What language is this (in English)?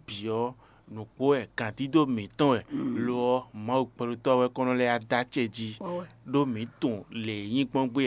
Fon